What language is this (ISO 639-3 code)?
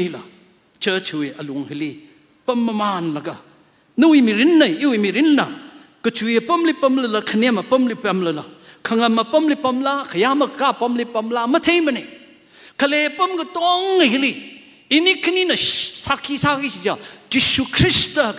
nmf